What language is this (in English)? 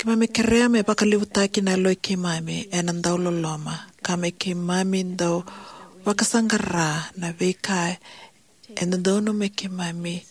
Fijian